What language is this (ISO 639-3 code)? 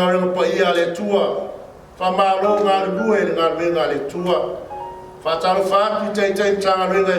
smo